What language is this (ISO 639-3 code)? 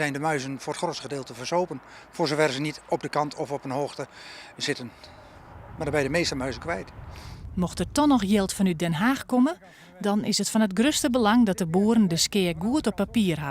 fry